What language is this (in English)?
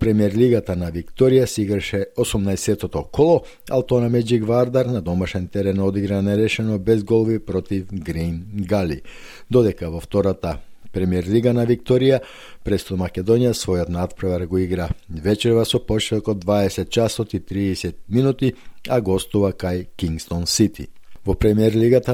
Macedonian